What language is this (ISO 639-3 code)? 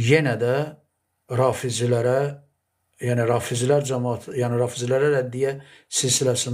aze